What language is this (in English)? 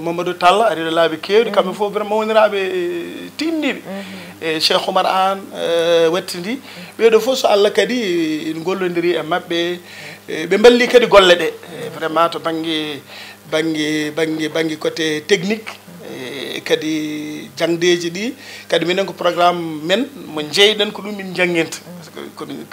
Fula